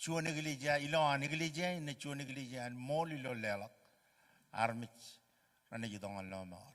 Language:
Marshallese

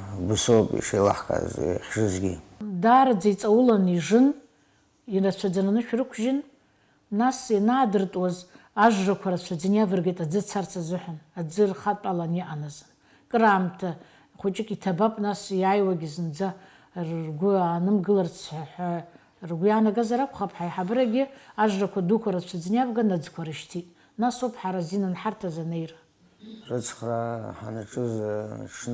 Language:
Abkhazian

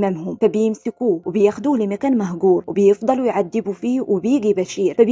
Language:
Egyptian Arabic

